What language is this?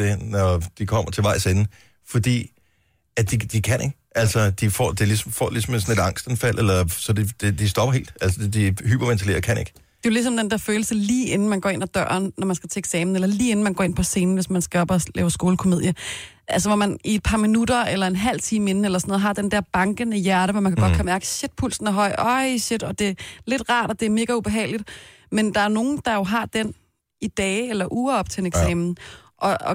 Danish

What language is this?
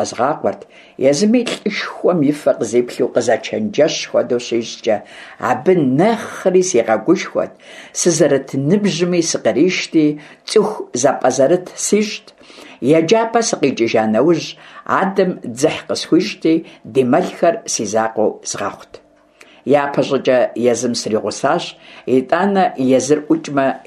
Kabardian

